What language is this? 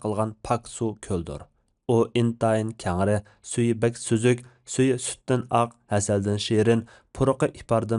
Uyghur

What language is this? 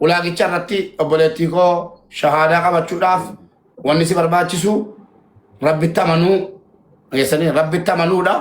Oromo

